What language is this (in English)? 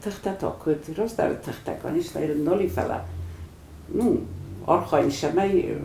Ossetic